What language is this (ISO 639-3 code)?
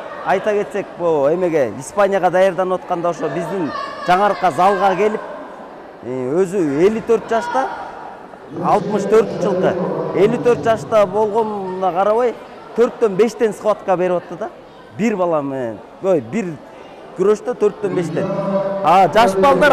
kir